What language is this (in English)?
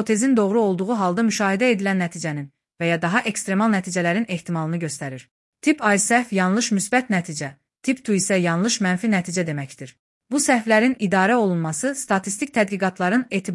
Azerbaijani